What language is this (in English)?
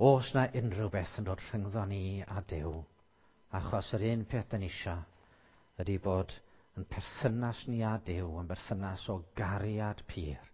Welsh